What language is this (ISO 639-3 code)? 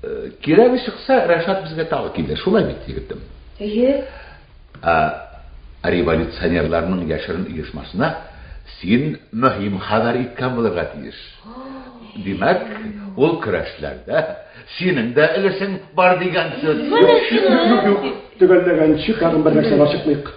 tat